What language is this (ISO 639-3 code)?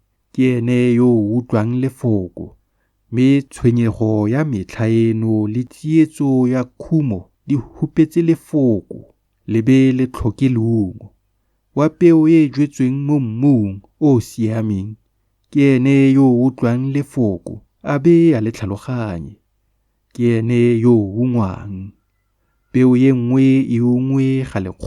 tsn